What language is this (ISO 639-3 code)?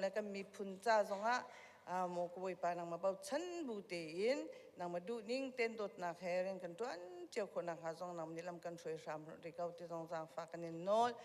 cnh